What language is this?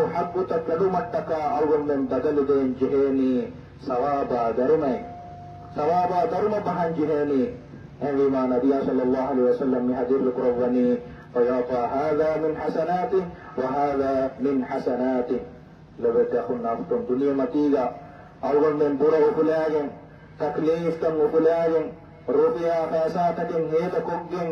Divehi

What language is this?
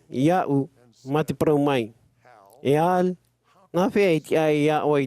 Tahitian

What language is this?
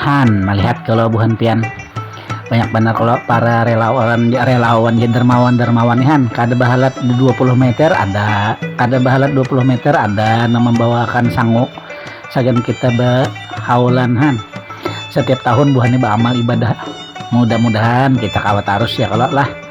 Banjar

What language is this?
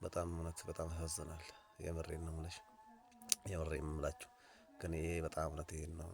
Amharic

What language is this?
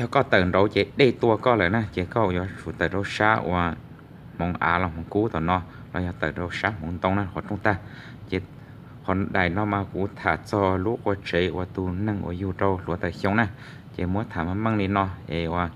Hmong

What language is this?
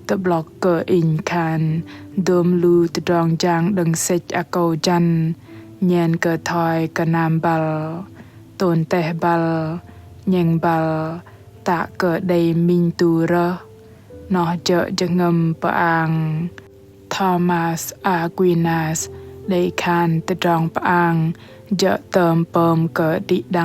Bahnar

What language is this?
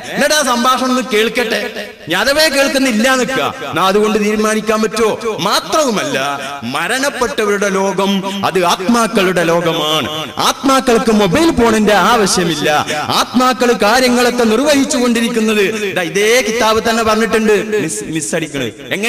Malayalam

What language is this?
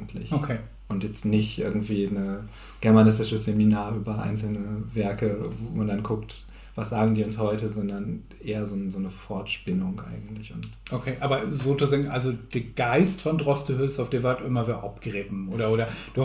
Low German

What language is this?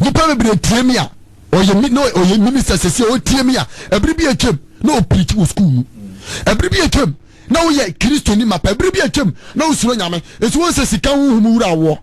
Akan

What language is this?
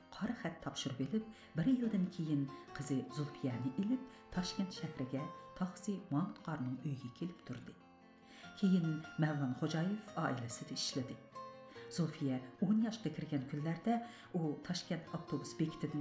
Uyghur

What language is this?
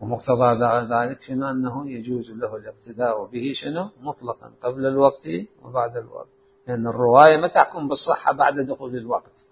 Mesopotamian Arabic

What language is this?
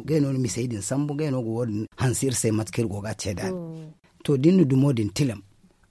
Zarma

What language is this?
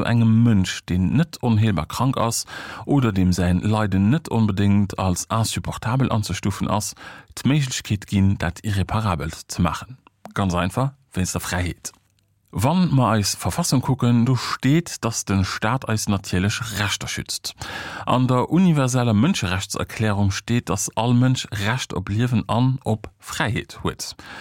Luxembourgish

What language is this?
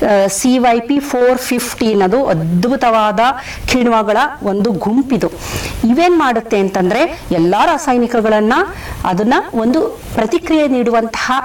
Kannada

